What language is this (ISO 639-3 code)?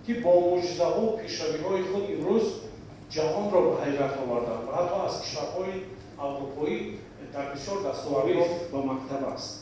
tgk